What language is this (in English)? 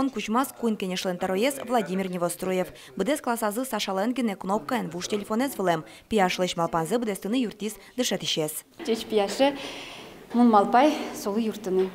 Udmurt